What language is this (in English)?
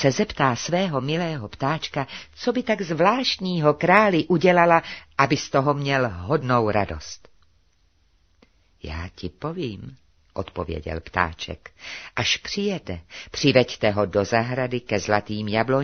Czech